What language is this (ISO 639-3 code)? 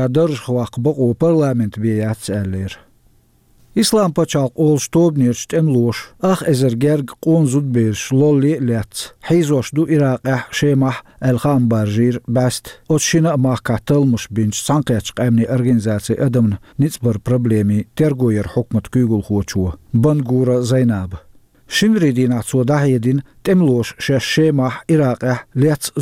che